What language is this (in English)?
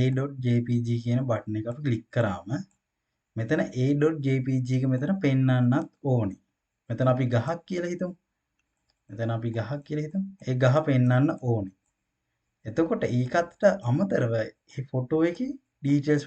Sinhala